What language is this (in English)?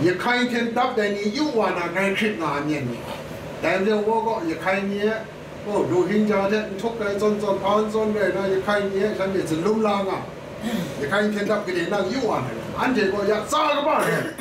Kachin